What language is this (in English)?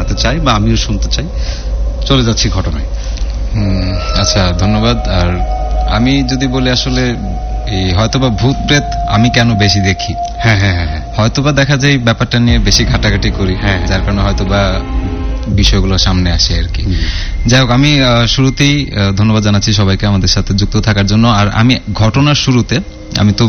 Bangla